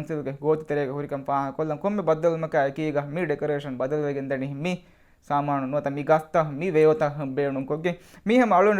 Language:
Divehi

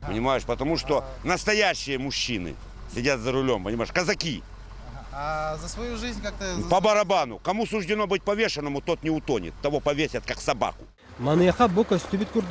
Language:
Yakut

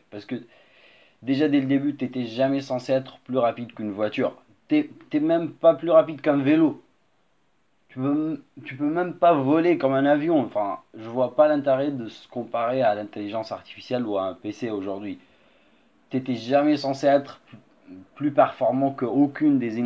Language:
French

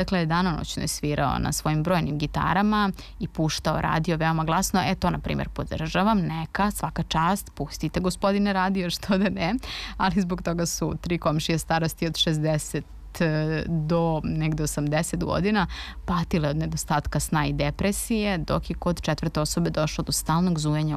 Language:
Serbian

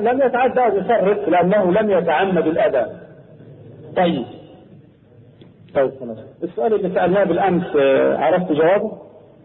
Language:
Arabic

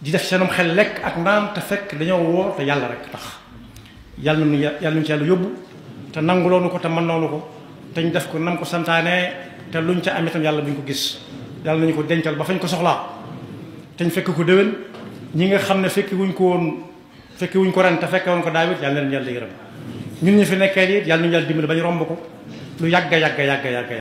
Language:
Wolof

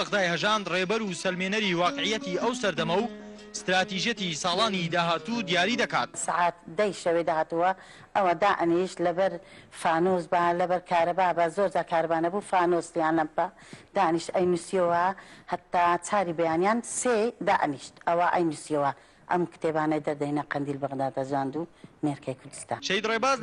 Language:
Central Kurdish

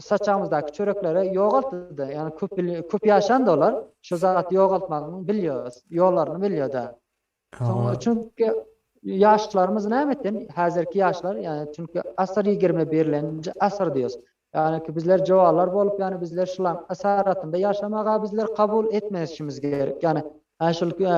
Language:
Turkmen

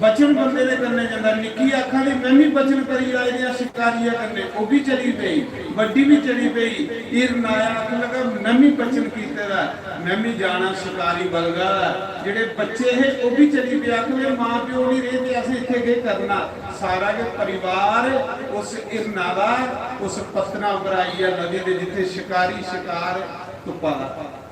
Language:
Dogri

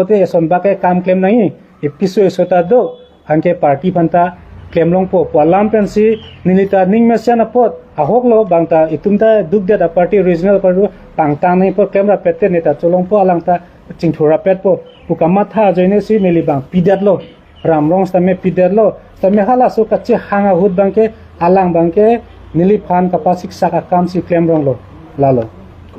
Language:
Karbi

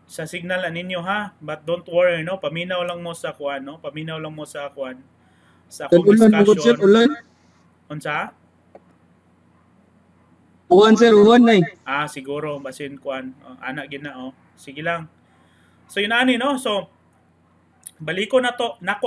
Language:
Cebuano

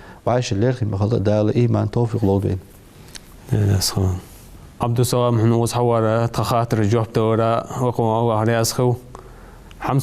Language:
Ingush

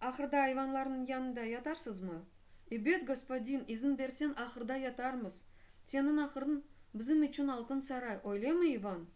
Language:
Crimean Tatar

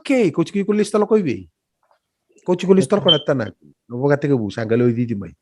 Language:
Fijian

